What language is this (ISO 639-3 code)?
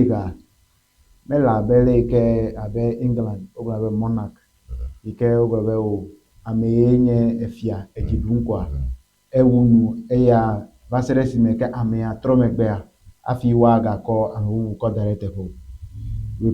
ewe